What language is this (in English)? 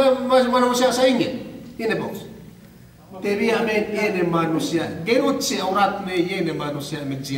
Yakan